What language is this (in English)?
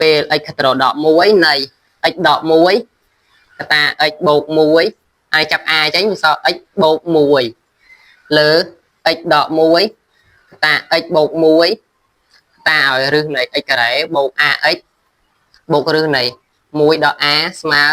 Khmer